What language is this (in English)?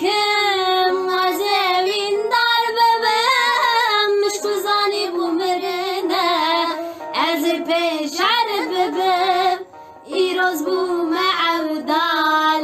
Kurdish